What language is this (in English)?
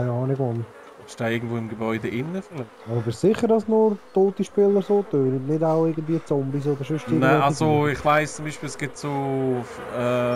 Swiss German